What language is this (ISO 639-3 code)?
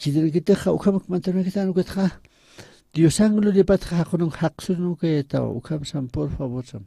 aym